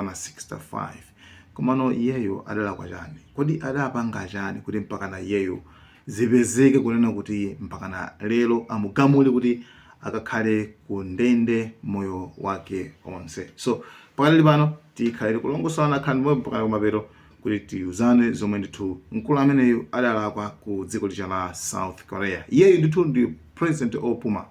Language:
Nyanja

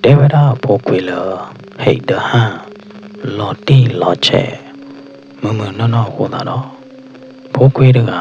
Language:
S'gaw Karen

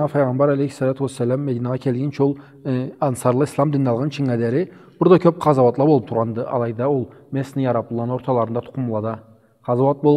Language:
Karachay-Balkar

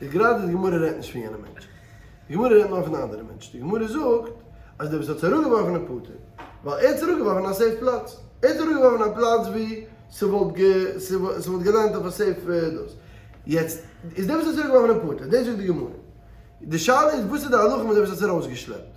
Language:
Yiddish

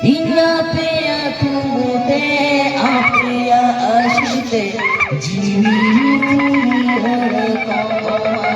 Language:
Santali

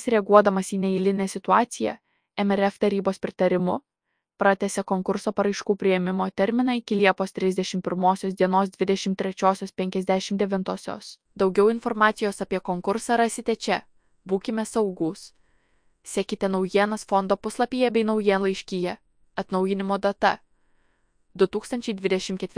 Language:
Lithuanian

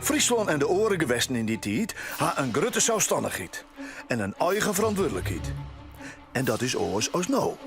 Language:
Western Frisian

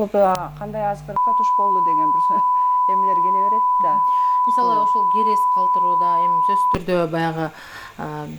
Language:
Kyrgyz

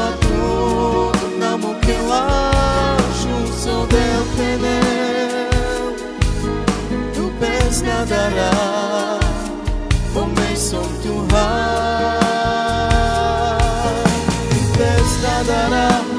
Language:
Romany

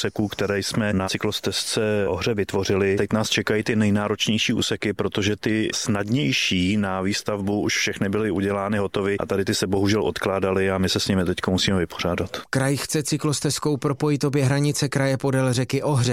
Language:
Czech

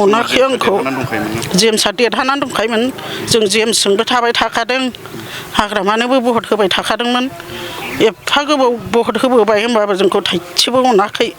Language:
Bodo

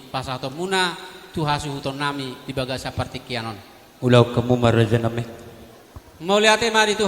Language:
Batak Toba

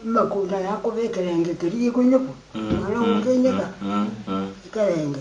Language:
Gusii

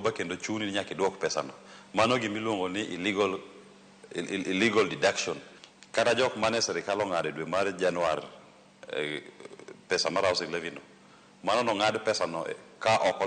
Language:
Luo (Kenya and Tanzania)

